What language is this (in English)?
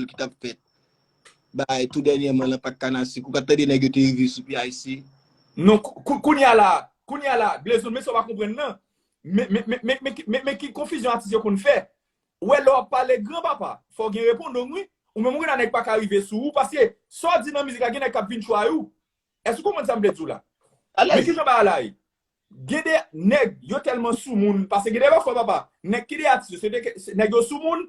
Haitian Creole